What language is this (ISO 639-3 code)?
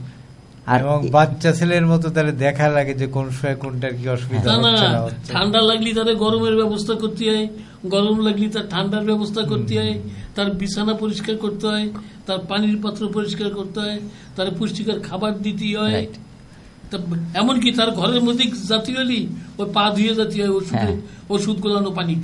ben